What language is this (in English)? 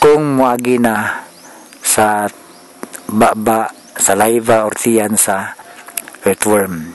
Cebuano